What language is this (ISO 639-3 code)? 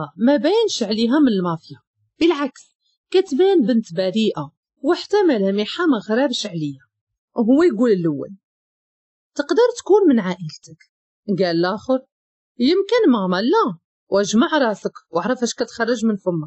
ary